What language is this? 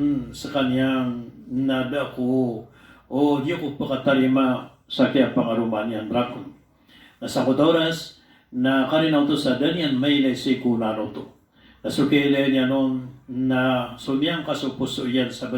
Maranao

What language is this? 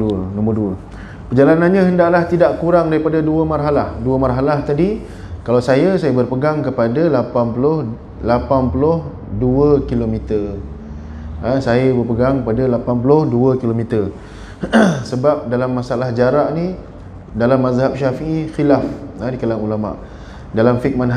Malay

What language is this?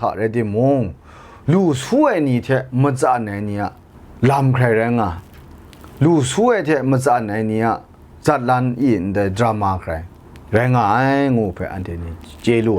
Kachin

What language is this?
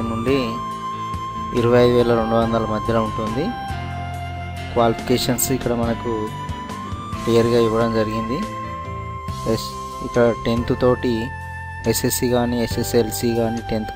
Telugu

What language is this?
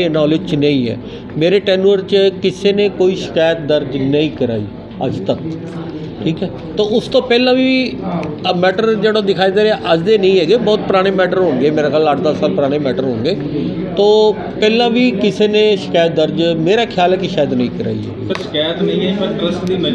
Punjabi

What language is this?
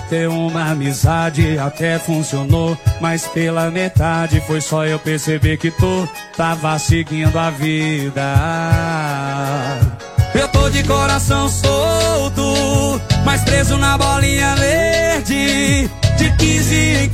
Portuguese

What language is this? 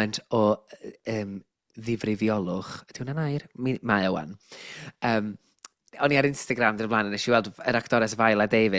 Welsh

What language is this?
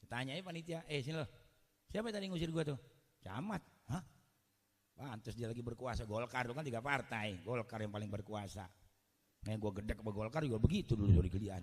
Betawi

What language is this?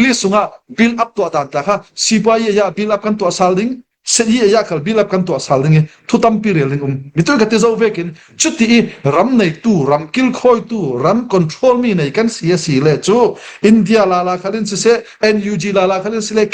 Falam Chin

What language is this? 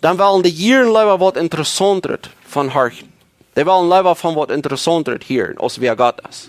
Plautdietsch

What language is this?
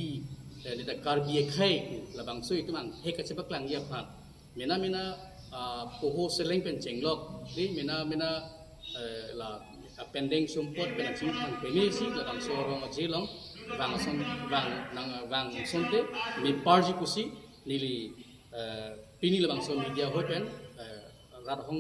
Karbi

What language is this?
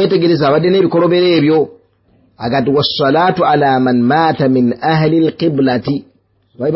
Ganda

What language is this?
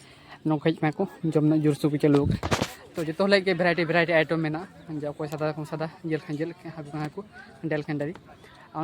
Santali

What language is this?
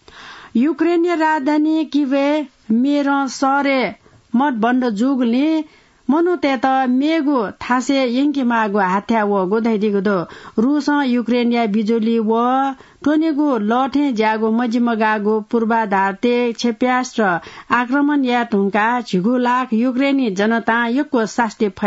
Newari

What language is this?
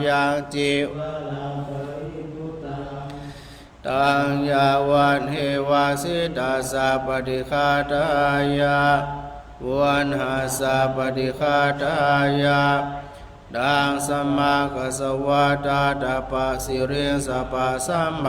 Pali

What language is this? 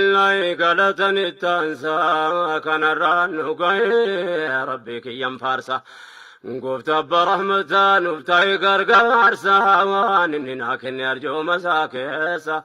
Oromo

